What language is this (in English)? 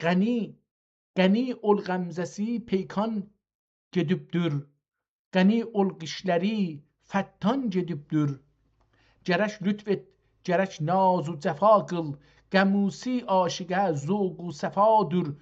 South Azerbaijani